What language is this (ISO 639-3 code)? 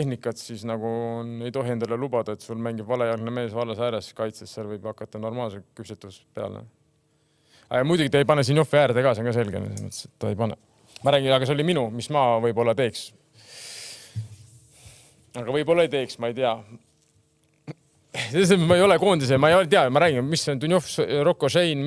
est